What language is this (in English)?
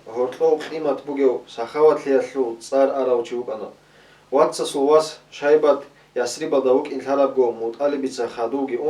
Avaric